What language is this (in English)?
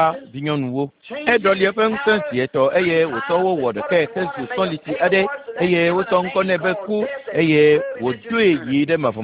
Ewe